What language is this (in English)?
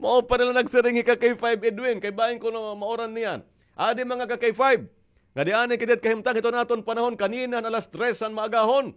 Waray